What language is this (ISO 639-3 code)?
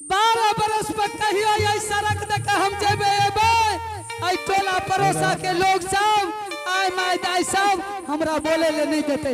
anp